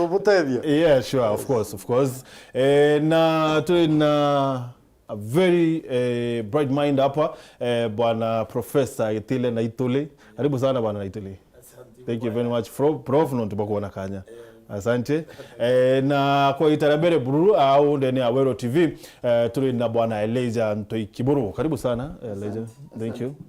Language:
Meru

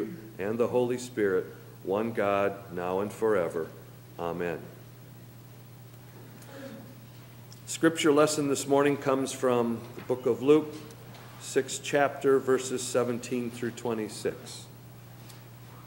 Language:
English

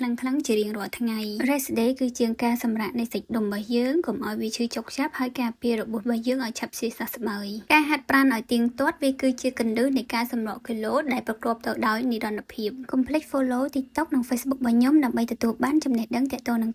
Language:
Khmer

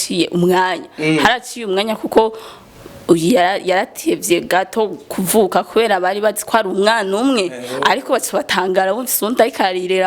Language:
Rundi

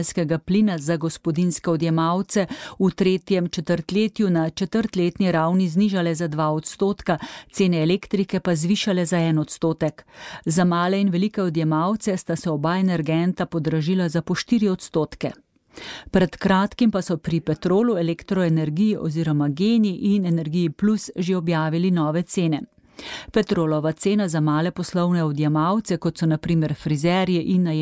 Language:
Slovenian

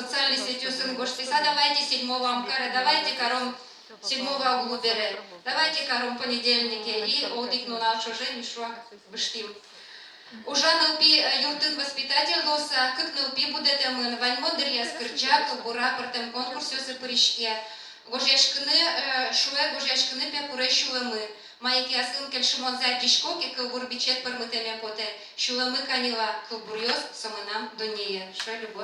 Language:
Udmurt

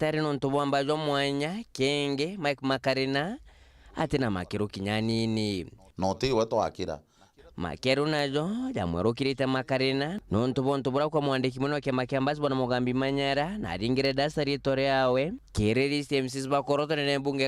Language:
Meru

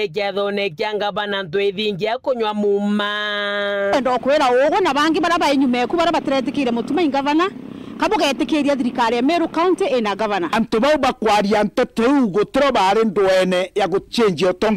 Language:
Meru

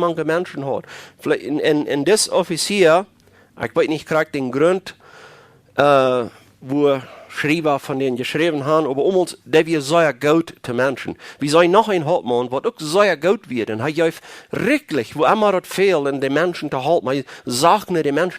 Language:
Plautdietsch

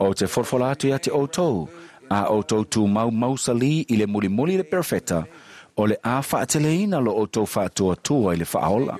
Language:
Samoan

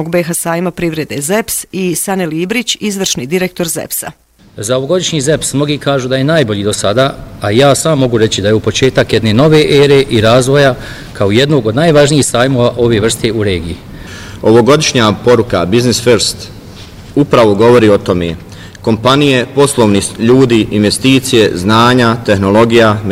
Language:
Bosnian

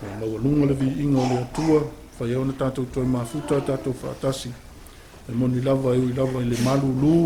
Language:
Samoan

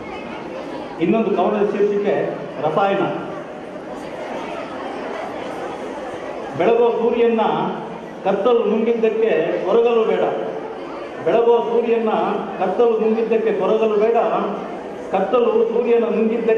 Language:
Kannada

